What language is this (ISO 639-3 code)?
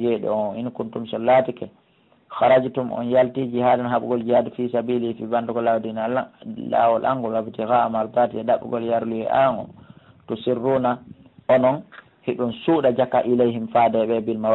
fuf